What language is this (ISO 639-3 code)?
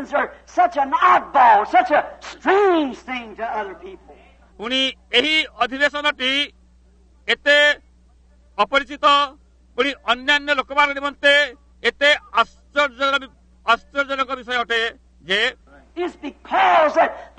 ori